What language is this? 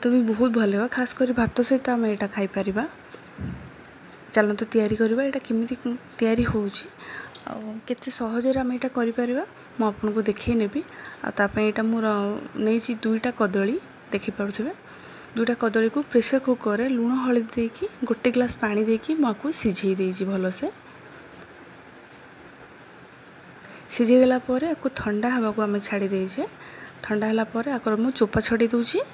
Odia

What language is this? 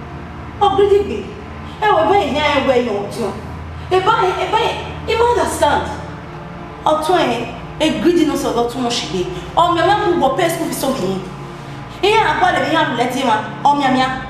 Bini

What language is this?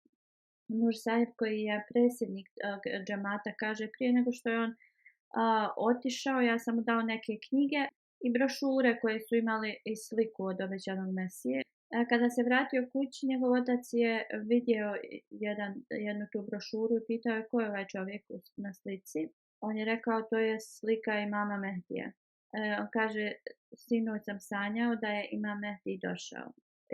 Bosnian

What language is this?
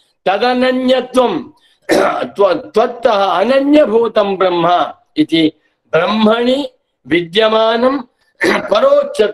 Sanskrit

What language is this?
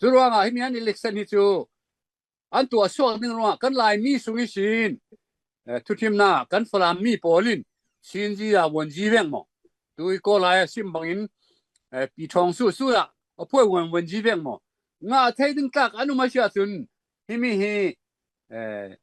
Falam Chin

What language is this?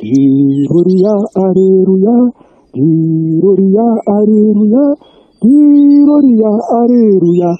Shona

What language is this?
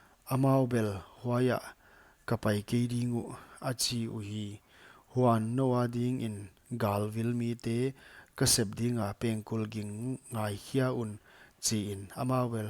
Paite Chin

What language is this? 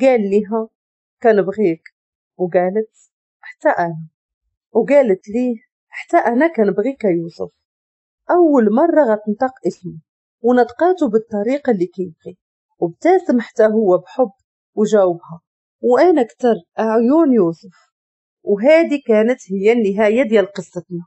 Moroccan Arabic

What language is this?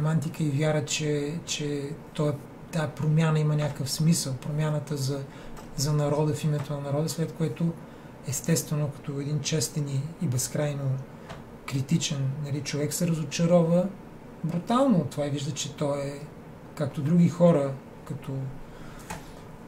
Bulgarian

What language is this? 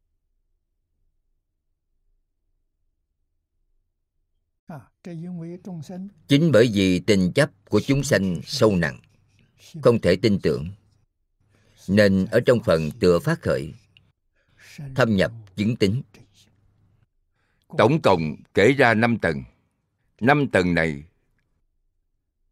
Vietnamese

